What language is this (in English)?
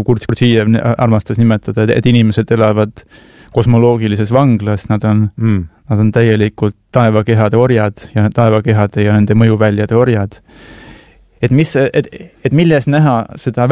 Estonian